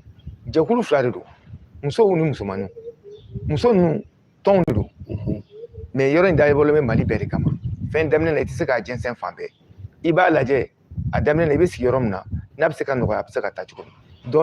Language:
Bambara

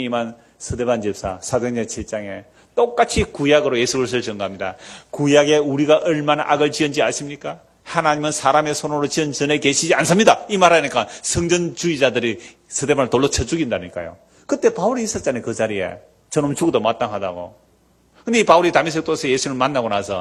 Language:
Korean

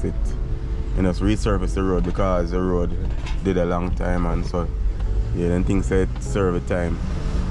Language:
Jamaican Creole English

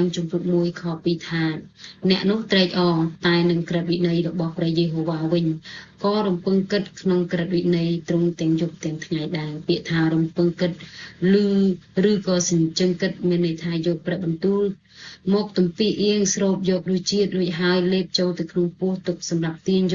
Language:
Khmer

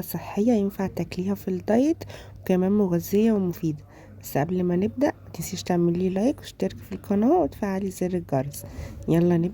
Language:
Egyptian Arabic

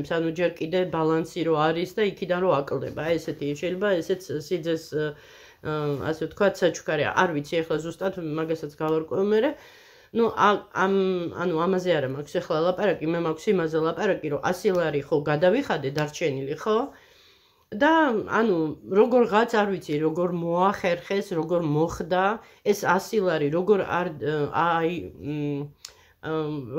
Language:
Georgian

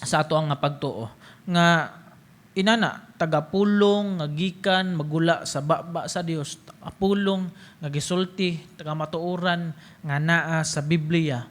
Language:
Cebuano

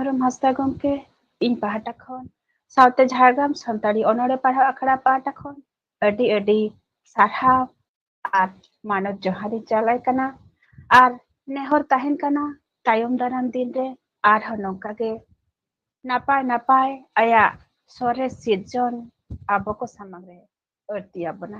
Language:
Santali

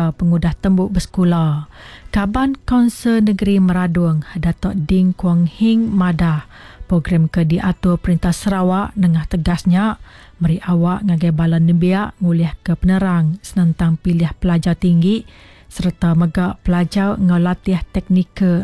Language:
Iban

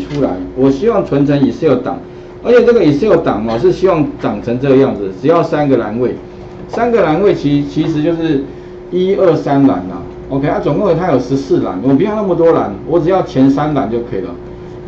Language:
Chinese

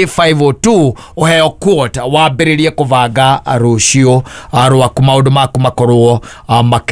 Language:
Kikuyu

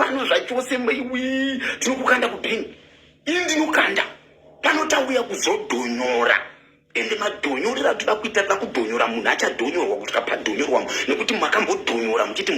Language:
Shona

